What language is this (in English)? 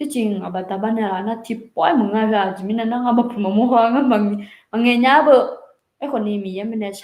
Akha